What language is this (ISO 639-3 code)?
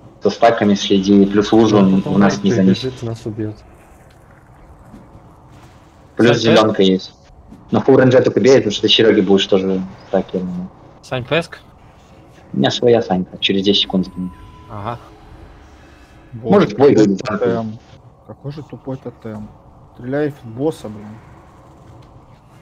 rus